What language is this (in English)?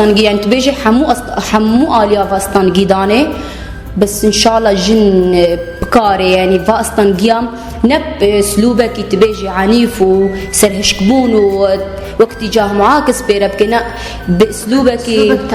Kurdish